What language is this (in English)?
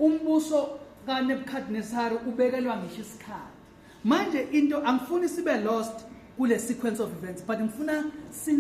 Zulu